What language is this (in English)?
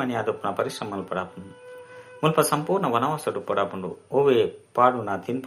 Tulu